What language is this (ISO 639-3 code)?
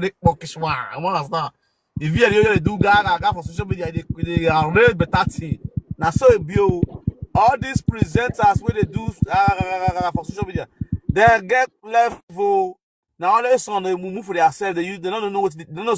pcm